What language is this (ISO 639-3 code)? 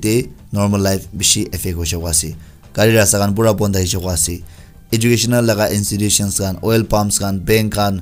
nag